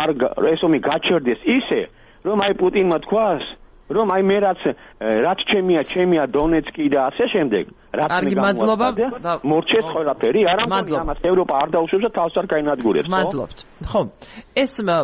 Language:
Georgian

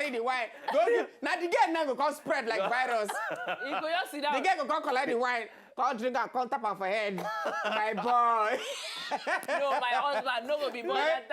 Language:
Nigerian Pidgin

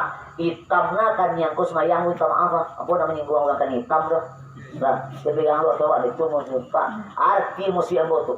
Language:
Minangkabau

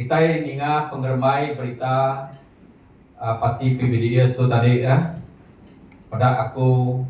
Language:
Iban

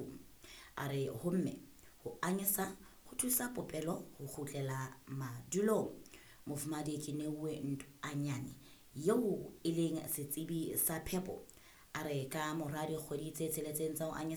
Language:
Southern Sotho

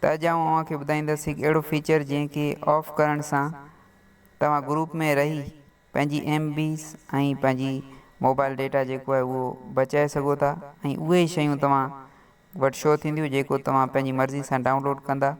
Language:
Sindhi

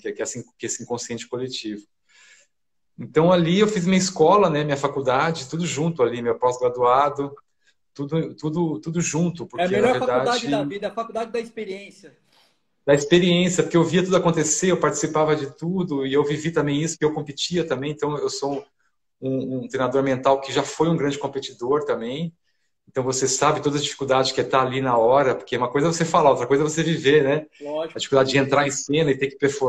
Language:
Portuguese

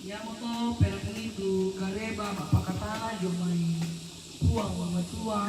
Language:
Toraja-Sa'dan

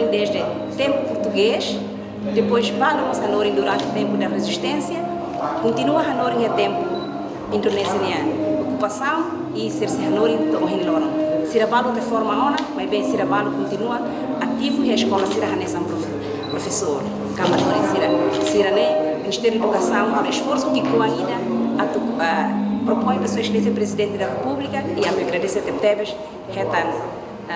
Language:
Tetum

